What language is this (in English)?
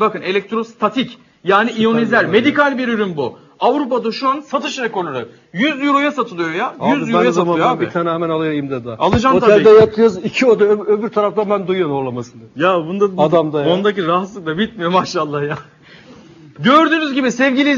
Turkish